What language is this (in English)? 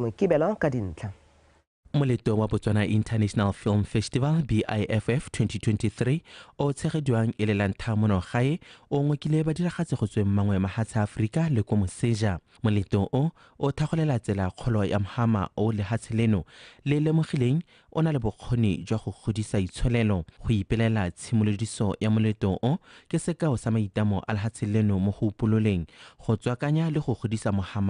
Tswana